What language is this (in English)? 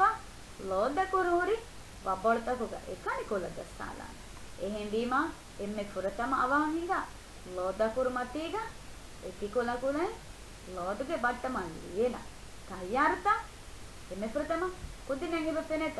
Divehi